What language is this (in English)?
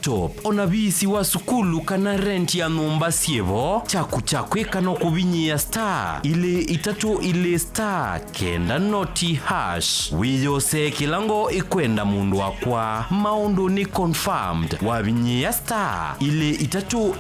Kamba